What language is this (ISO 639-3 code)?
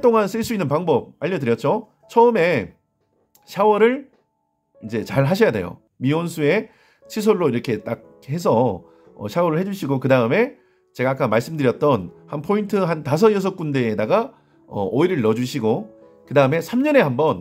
kor